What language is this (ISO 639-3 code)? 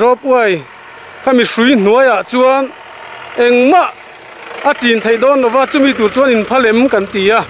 lus